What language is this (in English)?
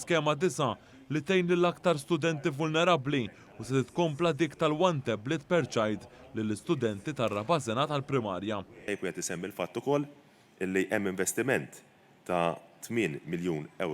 Maltese